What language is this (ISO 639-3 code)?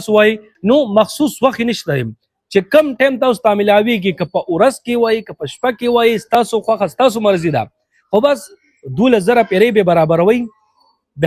pus